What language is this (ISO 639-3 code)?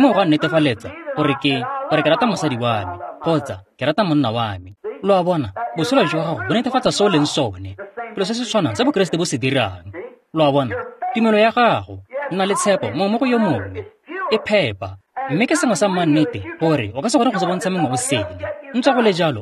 tsn